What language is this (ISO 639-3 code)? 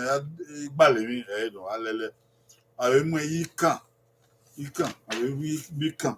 bin